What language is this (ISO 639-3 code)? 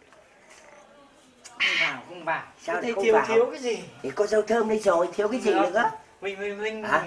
vie